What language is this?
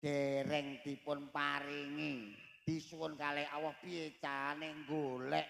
Javanese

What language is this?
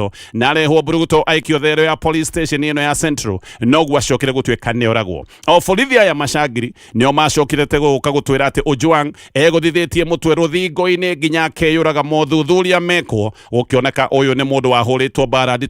Kikuyu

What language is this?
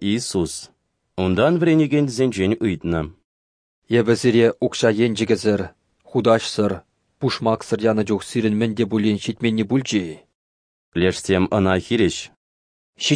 Chuvash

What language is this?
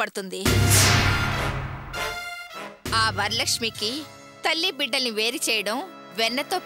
Telugu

